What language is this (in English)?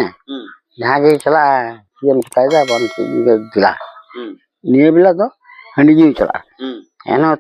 Santali